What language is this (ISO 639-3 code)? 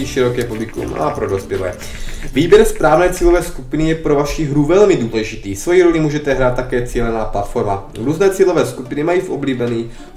ces